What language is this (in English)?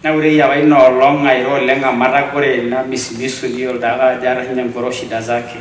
Masai